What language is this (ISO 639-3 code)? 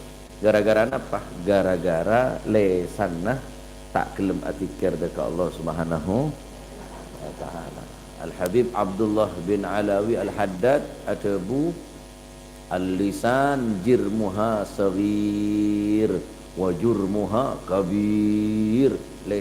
mad